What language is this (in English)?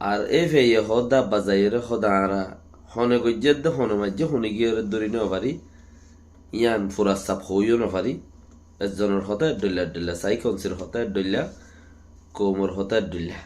Rohingya